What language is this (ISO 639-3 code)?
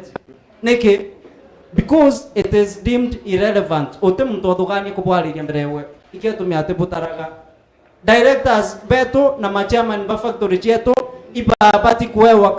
mer